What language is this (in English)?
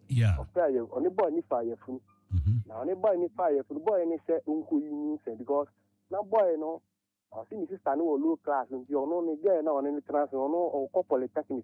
Akan